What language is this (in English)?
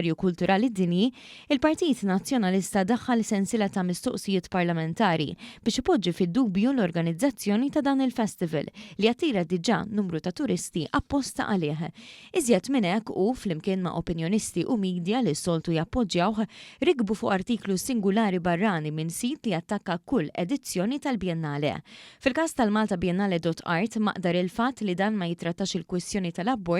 Maltese